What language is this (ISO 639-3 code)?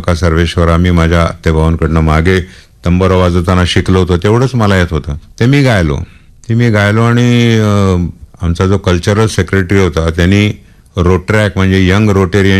mar